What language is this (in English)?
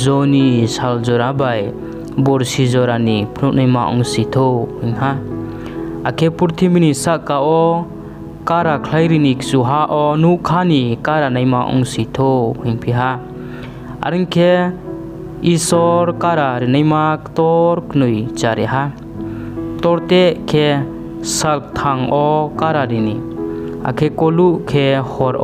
Riang (India)